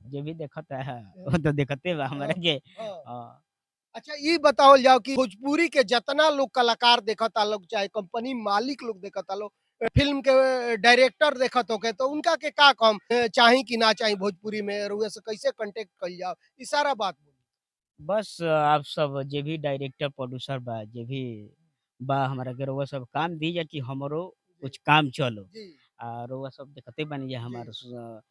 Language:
Bhojpuri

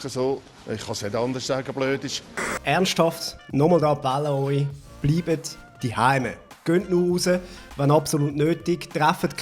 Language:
Swiss German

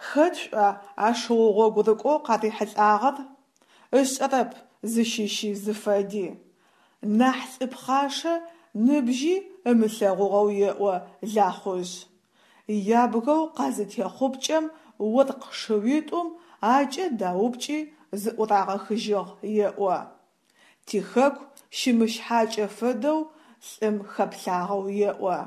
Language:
Adyghe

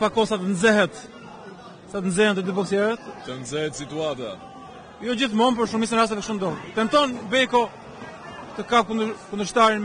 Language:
Albanian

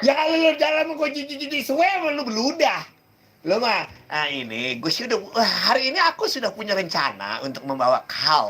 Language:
Betawi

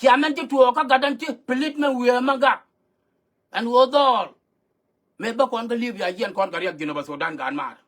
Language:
Nuer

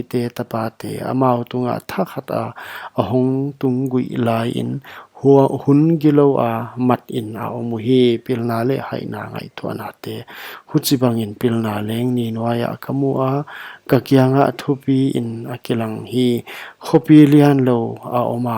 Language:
Paite Chin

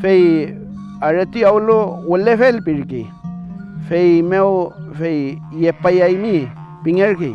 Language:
Mapuche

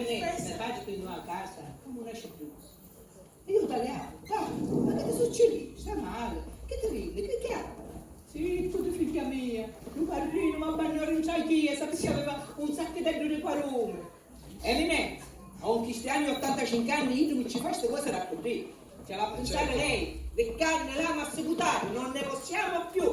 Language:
Sicilian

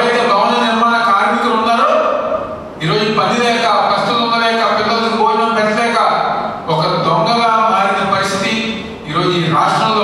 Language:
Telugu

